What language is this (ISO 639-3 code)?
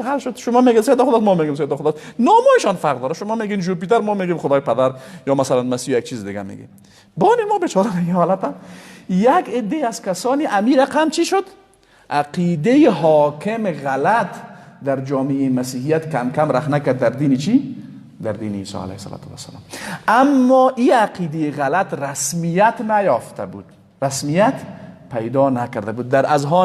fas